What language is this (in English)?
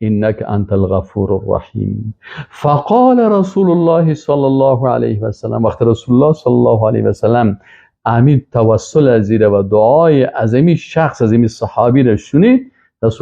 Persian